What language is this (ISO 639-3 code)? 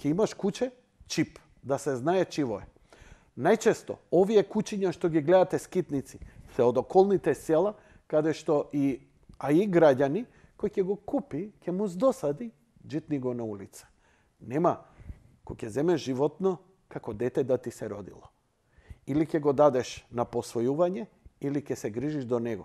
mkd